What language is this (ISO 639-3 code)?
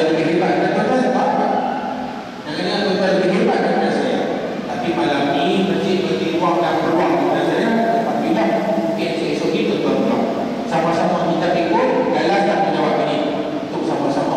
msa